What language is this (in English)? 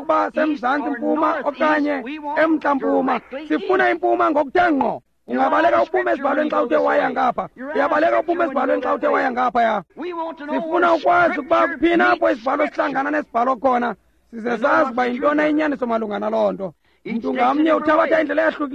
Xhosa